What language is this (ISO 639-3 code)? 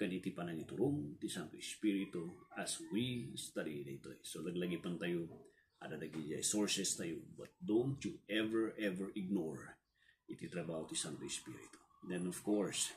ilo